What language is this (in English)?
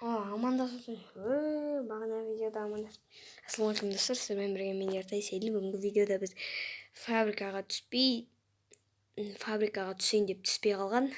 Kazakh